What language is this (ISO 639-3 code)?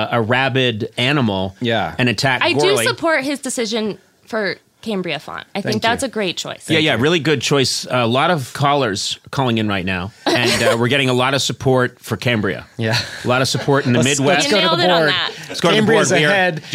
eng